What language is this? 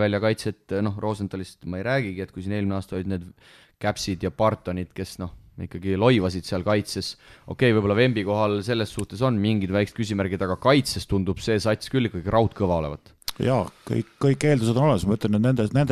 Estonian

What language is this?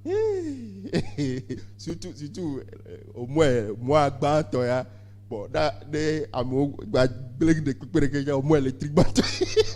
Ewe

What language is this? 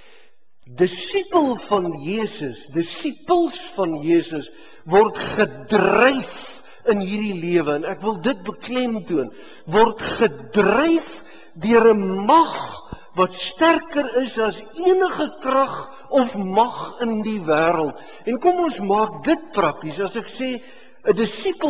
Afrikaans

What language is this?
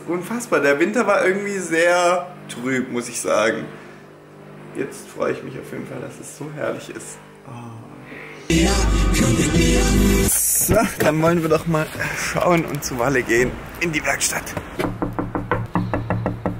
German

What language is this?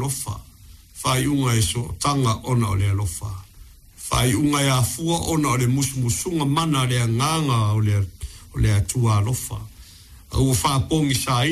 Samoan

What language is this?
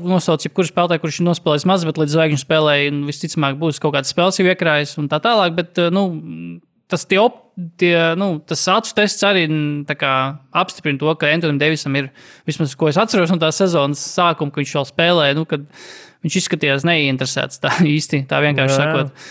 Latvian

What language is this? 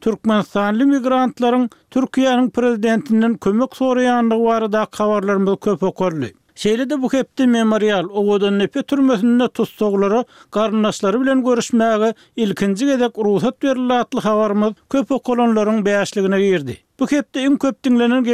Turkmen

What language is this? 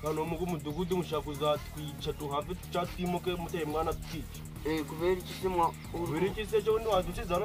Kinyarwanda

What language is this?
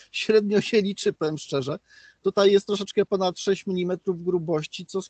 Polish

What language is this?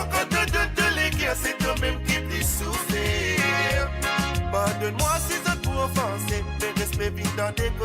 Morisyen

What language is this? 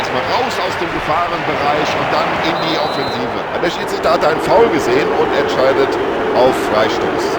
Bavarian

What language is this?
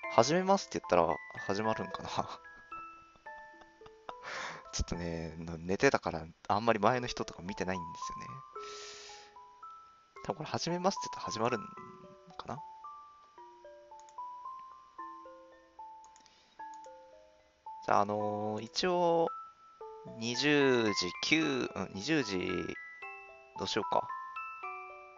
Japanese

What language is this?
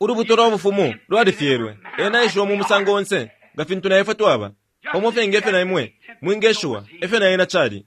Bemba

